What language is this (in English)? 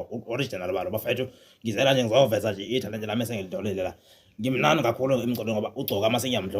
Zulu